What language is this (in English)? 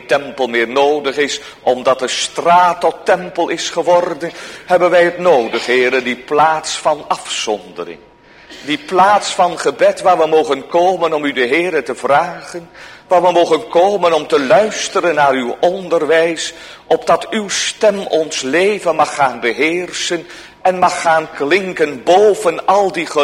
Dutch